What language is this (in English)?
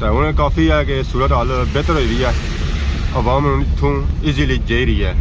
Pahari-Potwari